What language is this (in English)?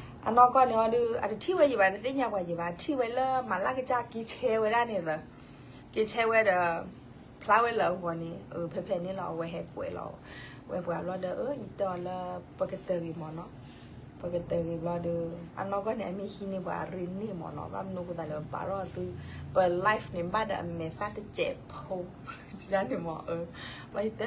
S'gaw Karen